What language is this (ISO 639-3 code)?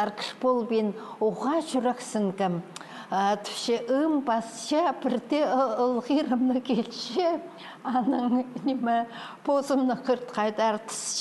kjh